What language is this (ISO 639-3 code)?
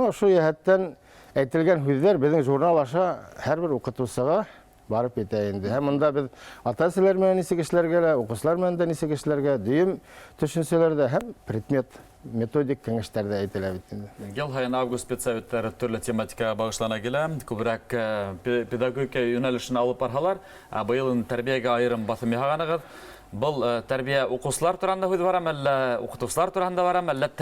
bak